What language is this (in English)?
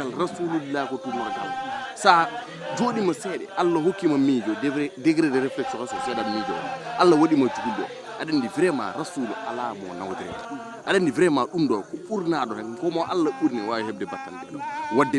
Fula